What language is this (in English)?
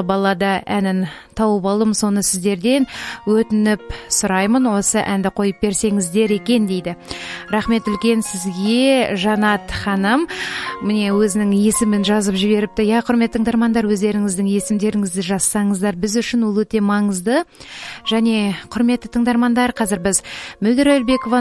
Kazakh